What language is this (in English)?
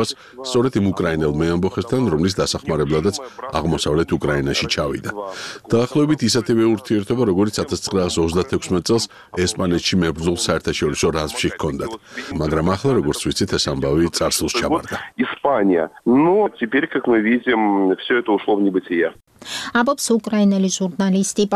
Georgian